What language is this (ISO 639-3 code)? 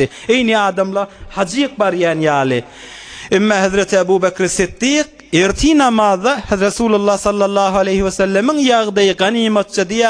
tuk